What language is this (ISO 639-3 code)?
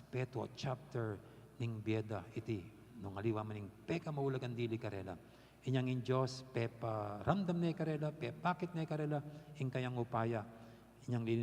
pam